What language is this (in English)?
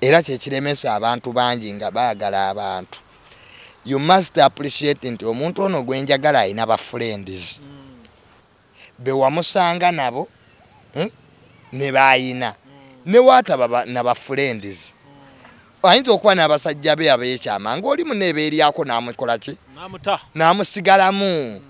Ganda